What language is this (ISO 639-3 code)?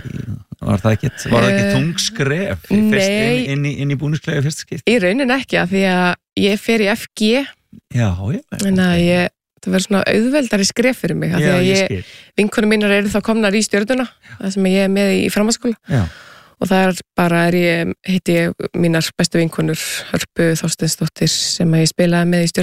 isl